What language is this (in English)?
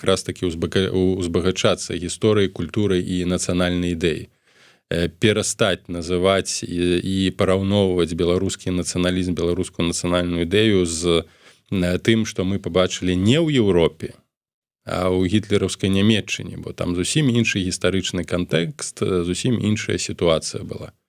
Belarusian